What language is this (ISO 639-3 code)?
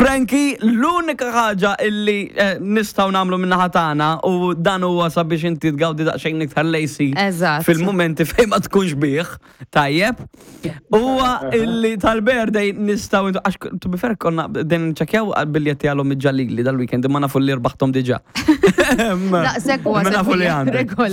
mlt